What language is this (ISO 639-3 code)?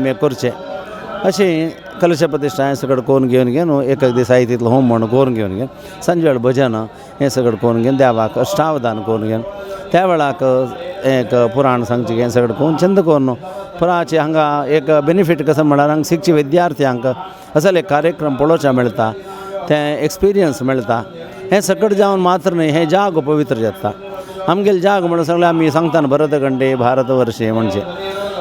kok